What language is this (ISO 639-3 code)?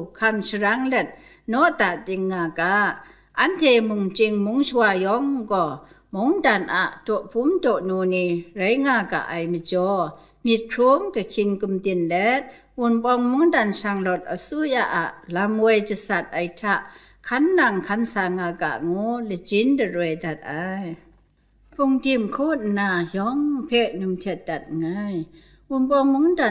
kac